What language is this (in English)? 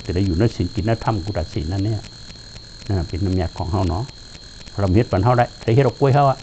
Shan